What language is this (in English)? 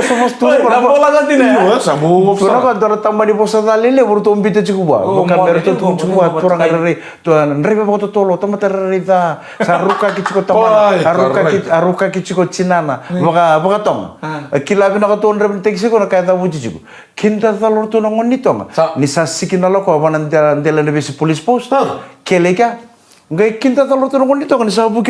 Fijian